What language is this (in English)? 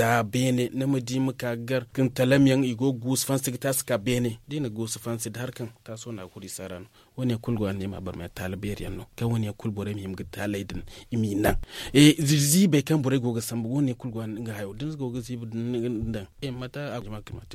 Zarma